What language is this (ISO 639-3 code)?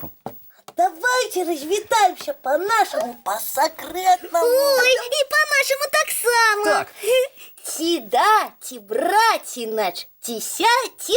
bel